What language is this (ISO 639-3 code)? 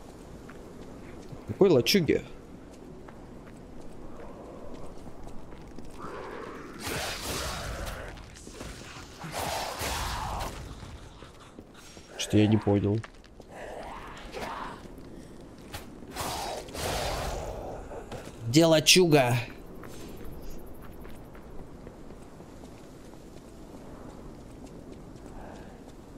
rus